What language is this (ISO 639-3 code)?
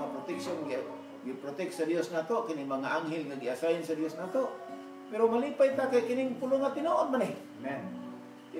ceb